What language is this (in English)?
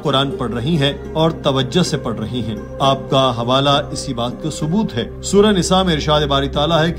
Urdu